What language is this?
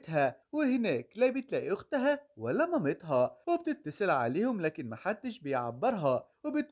Egyptian Arabic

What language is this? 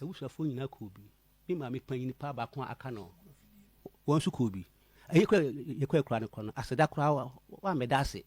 Akan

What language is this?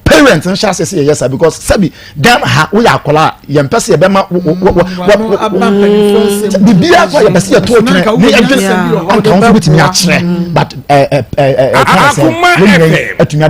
Akan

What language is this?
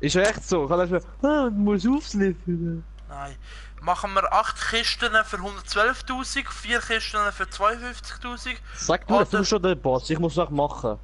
Swiss German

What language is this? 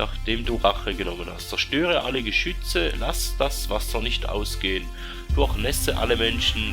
Swiss German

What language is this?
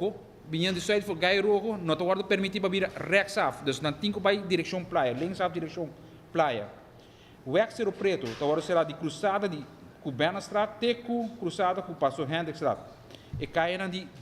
Papiamento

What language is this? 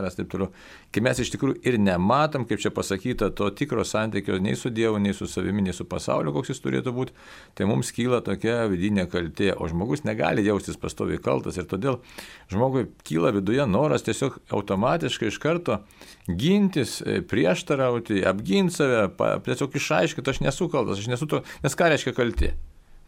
Lithuanian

